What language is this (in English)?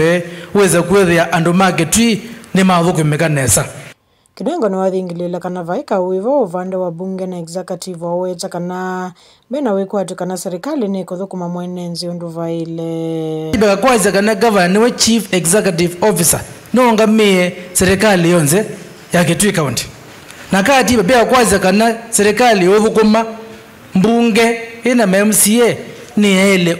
Kamba